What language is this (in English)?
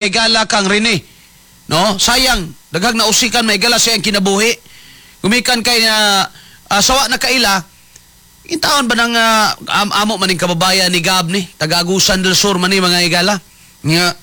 Cebuano